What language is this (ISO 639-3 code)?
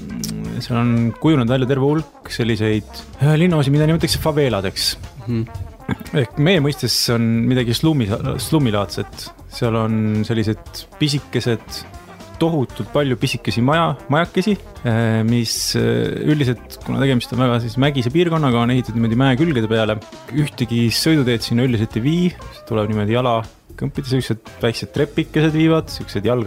est